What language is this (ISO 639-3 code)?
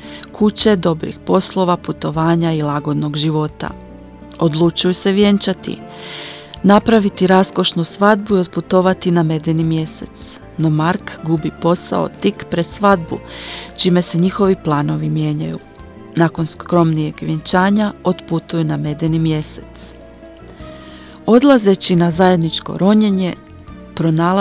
hrv